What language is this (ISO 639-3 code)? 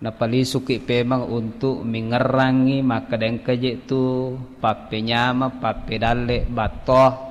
bug